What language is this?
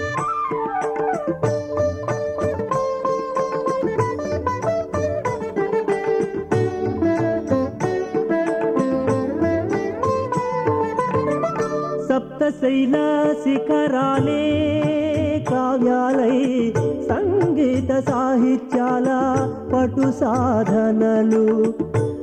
Telugu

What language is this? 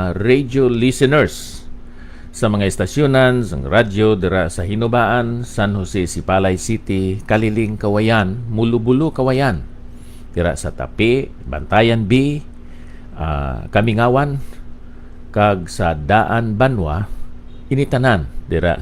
Hiligaynon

